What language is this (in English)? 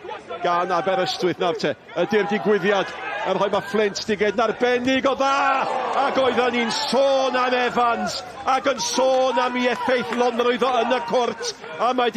Welsh